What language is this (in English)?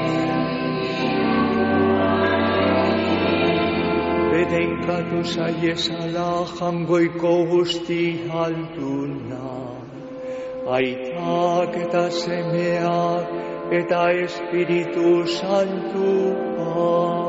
Basque